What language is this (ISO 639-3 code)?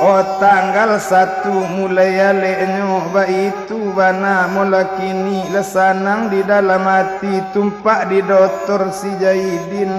min